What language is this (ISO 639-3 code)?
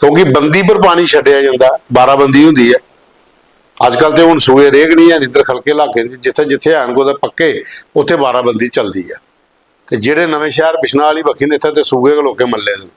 doi